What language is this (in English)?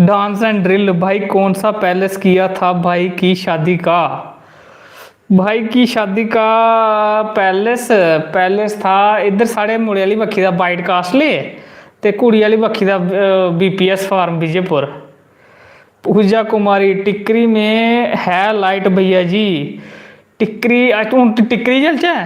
Dogri